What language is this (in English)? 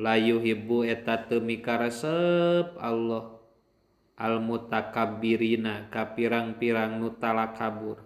Sundanese